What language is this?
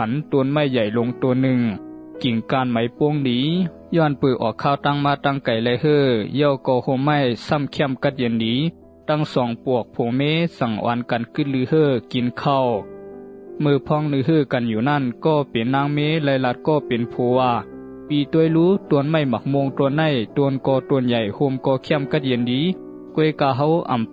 Shan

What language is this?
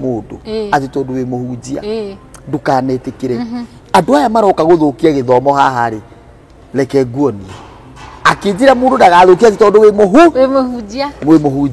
Kikuyu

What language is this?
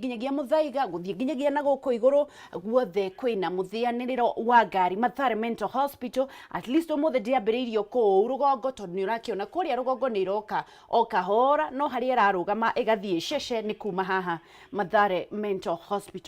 Kikuyu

